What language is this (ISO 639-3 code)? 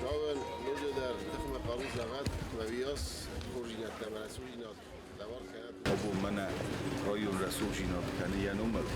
oss